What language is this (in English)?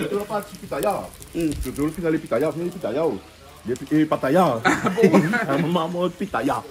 Réunion Creole French